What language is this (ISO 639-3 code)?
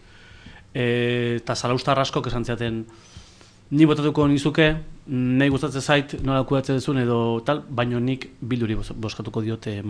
eus